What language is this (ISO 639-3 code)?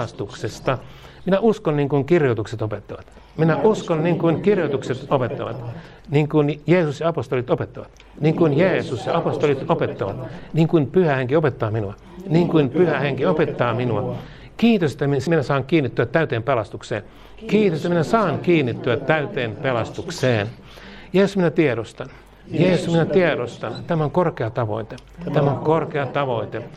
fin